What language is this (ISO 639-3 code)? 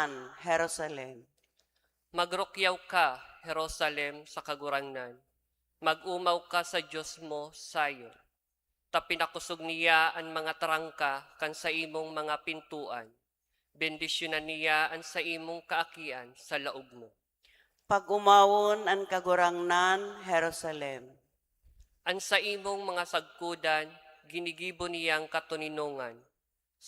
bik